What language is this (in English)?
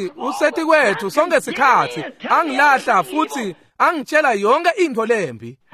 Swati